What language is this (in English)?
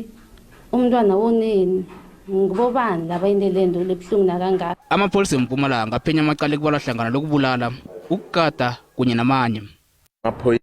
Zulu